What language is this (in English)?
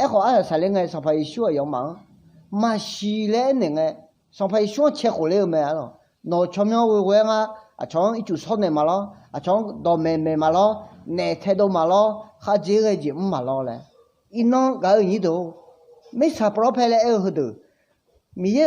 Akha